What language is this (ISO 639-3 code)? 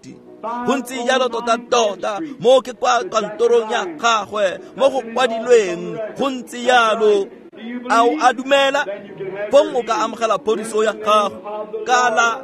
tsn